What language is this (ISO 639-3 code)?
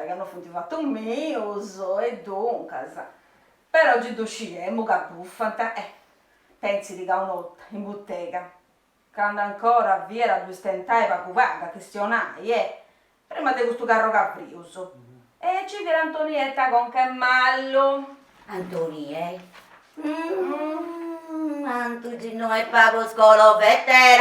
srd